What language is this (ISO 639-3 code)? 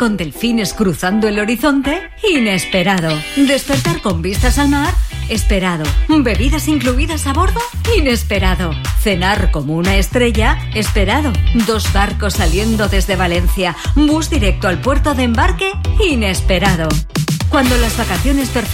spa